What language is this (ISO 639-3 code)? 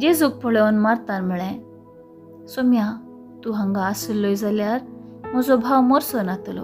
kok